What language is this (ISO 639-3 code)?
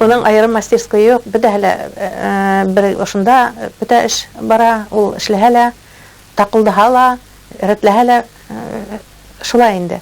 bak